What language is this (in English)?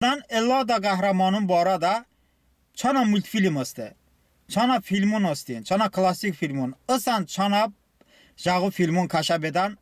Talysh